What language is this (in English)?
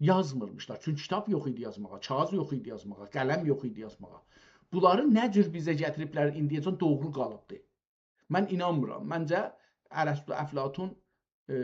South Azerbaijani